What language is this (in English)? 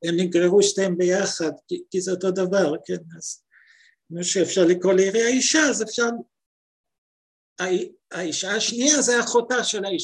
Hebrew